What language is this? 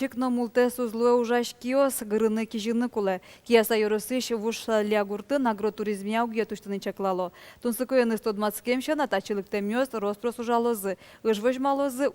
Udmurt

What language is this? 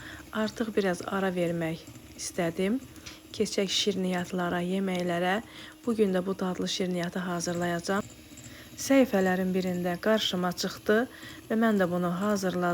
Azerbaijani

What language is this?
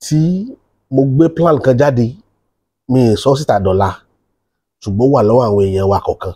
Yoruba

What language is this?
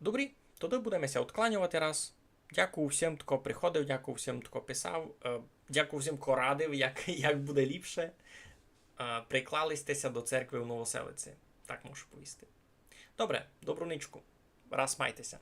Rusyn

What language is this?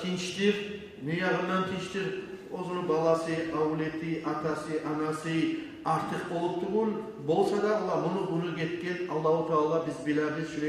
Kumyk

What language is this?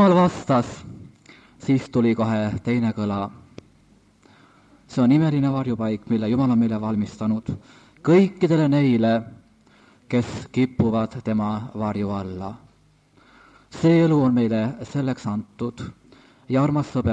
Estonian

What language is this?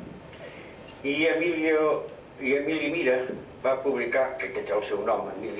Catalan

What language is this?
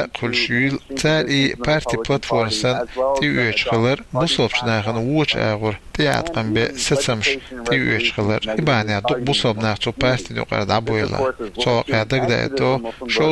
Chechen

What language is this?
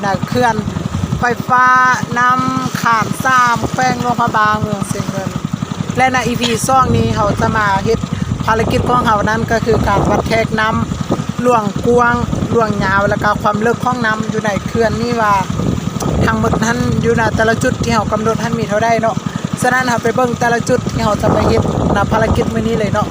Lao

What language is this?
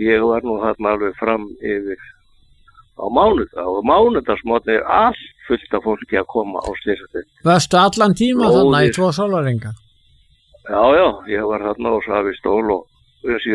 Icelandic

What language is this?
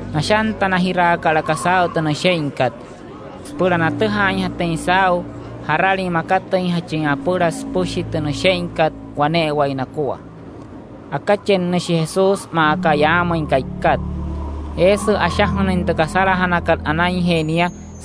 Wayuu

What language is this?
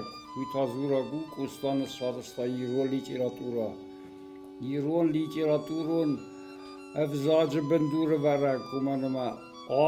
Ossetic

